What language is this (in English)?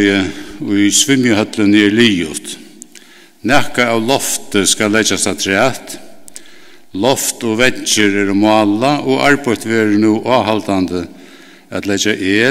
Faroese